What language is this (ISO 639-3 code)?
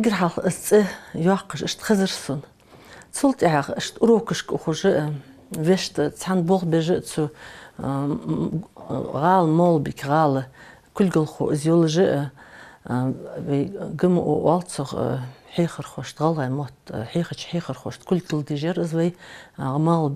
inh